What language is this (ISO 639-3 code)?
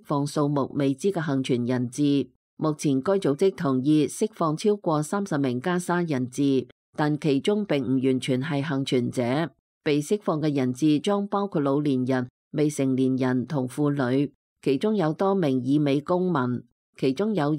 yue